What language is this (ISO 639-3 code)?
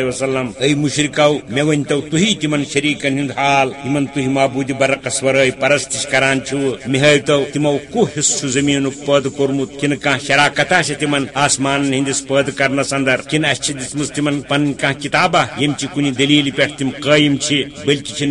kas